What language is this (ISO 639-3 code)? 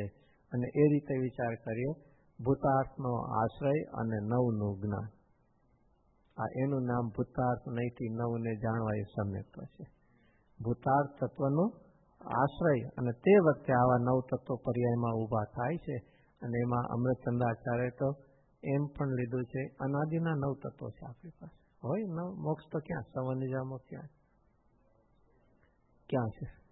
guj